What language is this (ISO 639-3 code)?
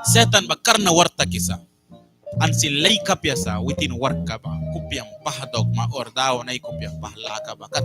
miq